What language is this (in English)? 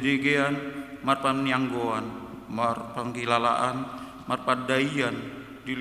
Batak Toba